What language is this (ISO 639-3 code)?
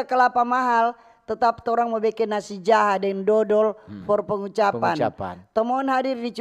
xmm